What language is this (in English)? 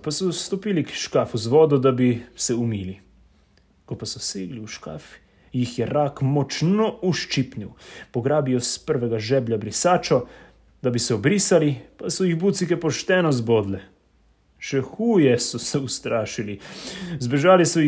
Slovenian